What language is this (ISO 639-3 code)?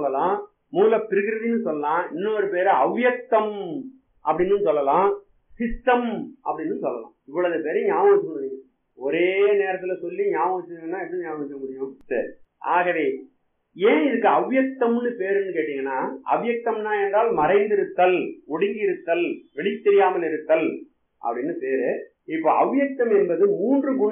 tam